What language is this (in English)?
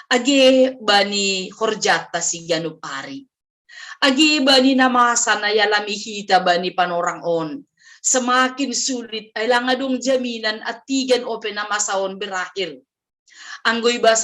Batak Simalungun